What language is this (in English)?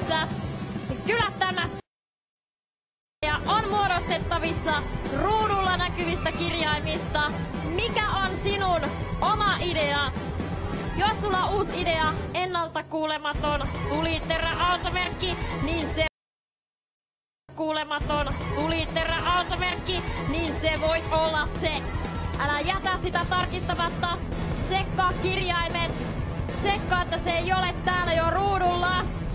Finnish